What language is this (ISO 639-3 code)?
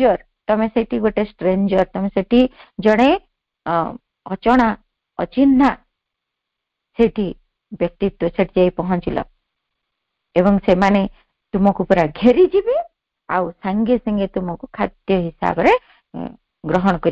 ori